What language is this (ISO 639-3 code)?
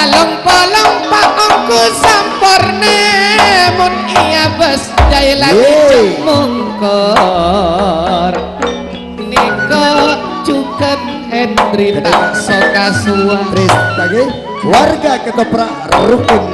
mad